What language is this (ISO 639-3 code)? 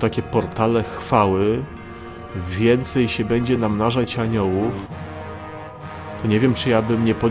pol